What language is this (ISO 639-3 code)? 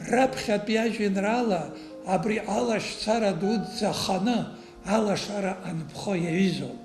abk